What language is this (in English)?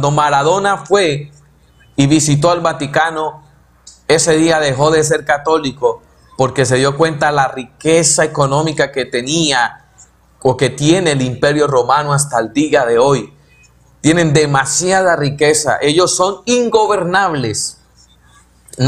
Spanish